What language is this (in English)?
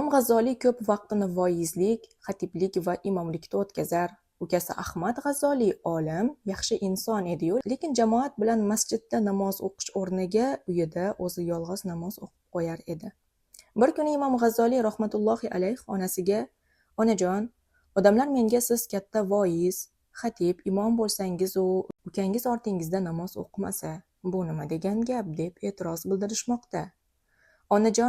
Uzbek